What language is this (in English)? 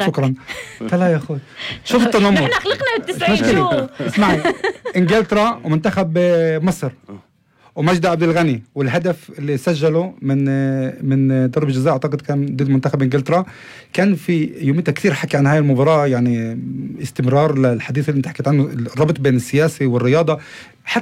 North Levantine Arabic